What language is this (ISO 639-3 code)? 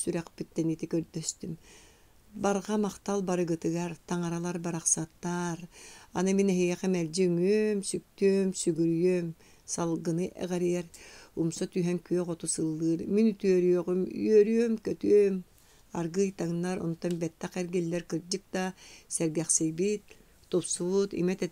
sah